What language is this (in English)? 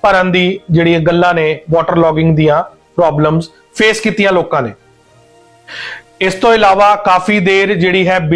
Punjabi